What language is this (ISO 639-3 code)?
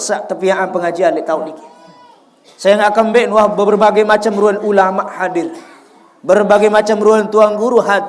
sas